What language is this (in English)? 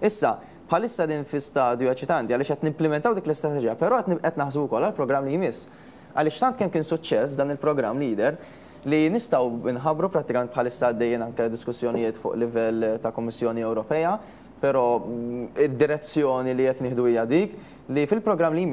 Maltese